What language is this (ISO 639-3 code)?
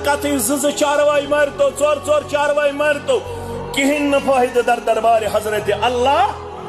kas